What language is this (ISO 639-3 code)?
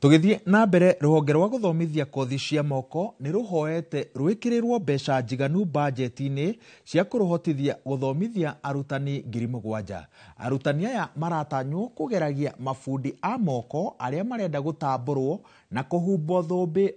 kik